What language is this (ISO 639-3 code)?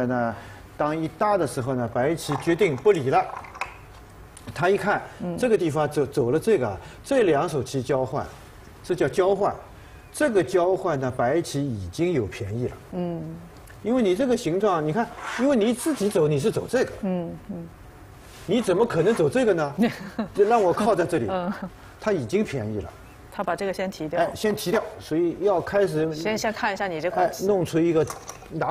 zho